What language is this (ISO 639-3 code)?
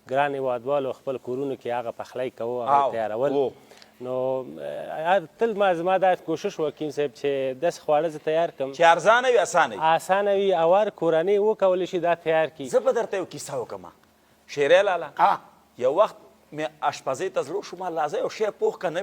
pus